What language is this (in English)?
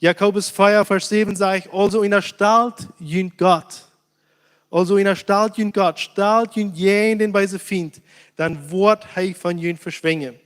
Plautdietsch